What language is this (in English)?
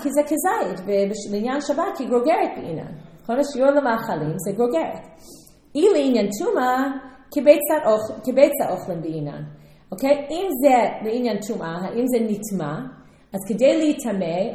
Hebrew